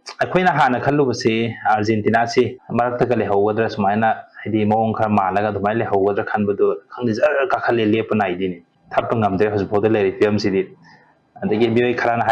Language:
Manipuri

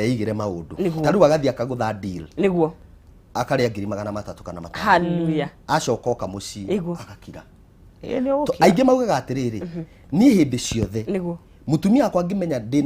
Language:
Kikuyu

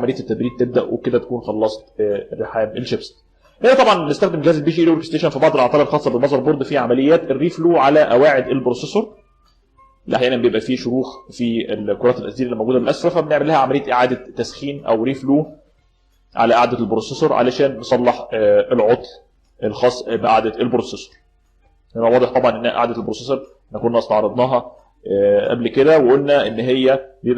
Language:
Egyptian Arabic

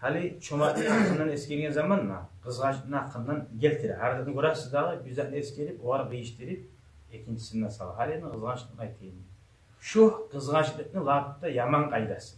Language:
Kumyk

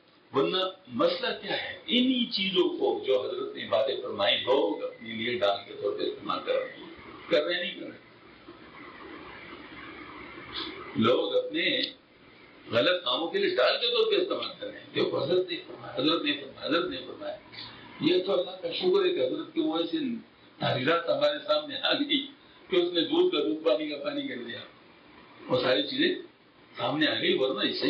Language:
Urdu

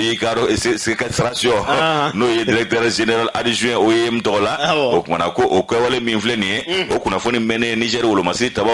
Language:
Bambara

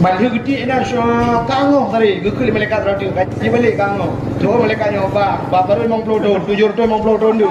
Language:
Achinese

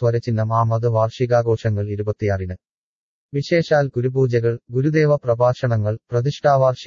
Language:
Malayalam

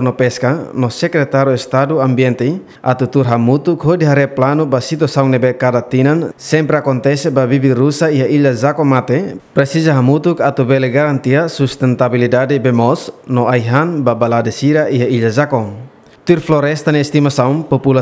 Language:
Tetum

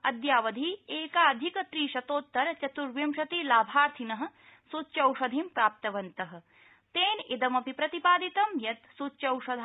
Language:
Sanskrit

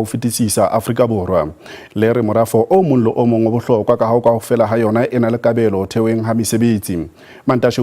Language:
Southern Sotho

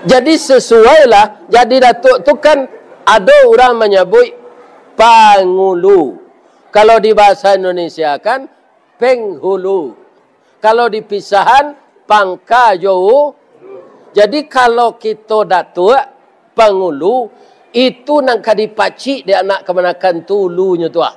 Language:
Minangkabau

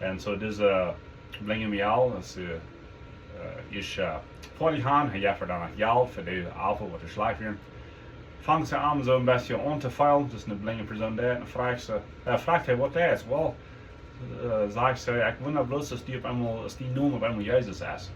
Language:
Plautdietsch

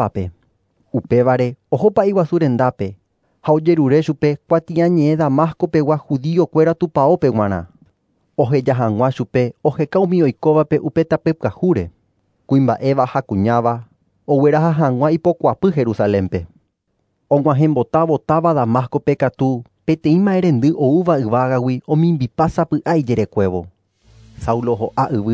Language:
Guarani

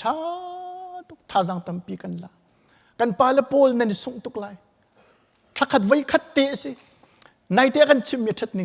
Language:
Hakha Chin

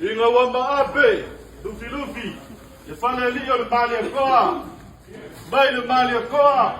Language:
Samoan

